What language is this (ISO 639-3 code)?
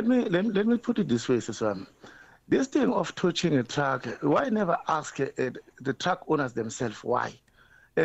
eng